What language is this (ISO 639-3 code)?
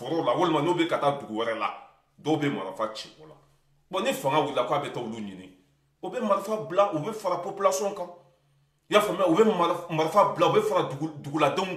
bam